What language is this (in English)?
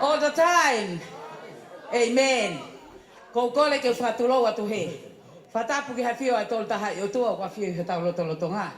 Tongan